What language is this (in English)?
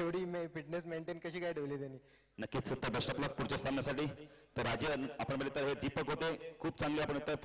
Marathi